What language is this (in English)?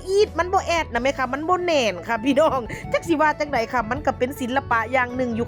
Northeastern Thai